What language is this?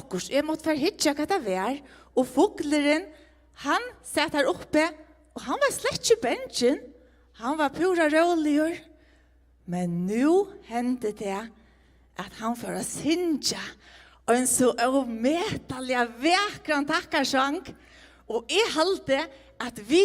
Faroese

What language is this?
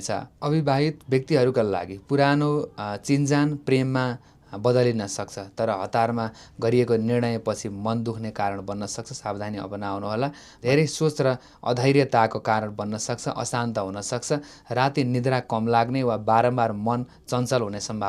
Nepali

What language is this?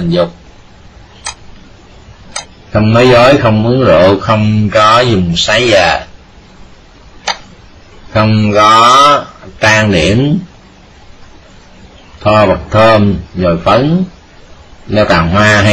Vietnamese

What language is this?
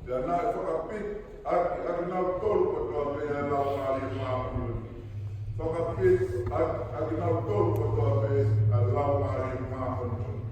Tongan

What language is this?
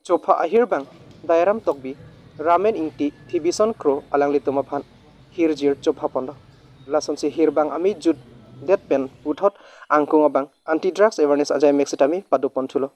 Karbi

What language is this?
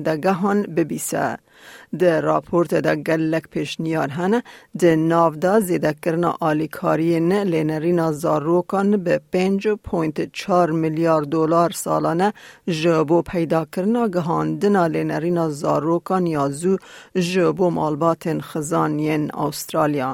Kurdish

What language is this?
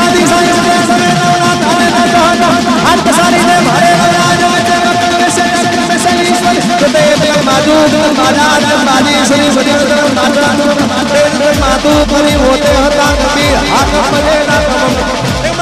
Gujarati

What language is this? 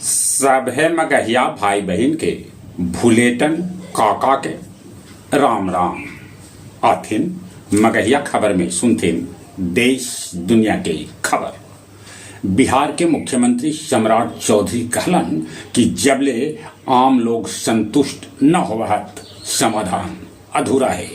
Magahi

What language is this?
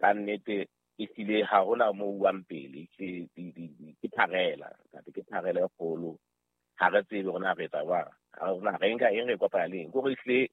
Southern Sotho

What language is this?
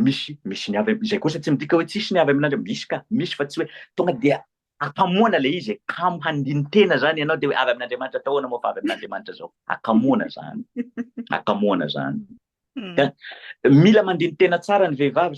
Malagasy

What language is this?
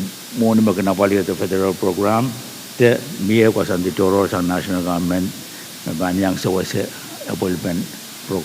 Pohnpeian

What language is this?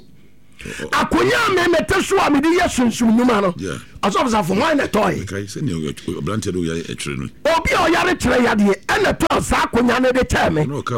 Akan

